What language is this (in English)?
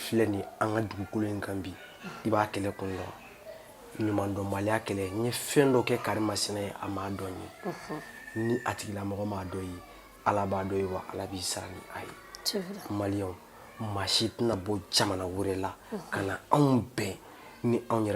Bambara